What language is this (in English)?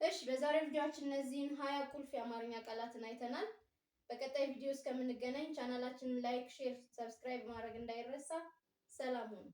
Amharic